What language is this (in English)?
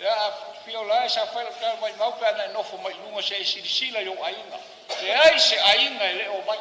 Samoan